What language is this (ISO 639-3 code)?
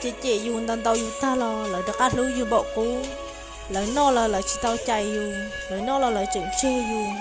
hmn